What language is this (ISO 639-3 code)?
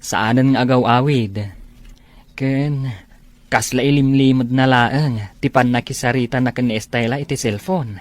ilo